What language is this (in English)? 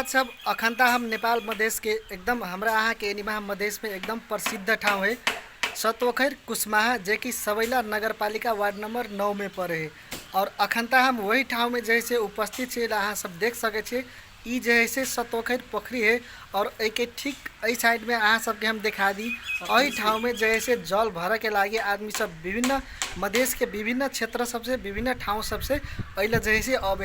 Maithili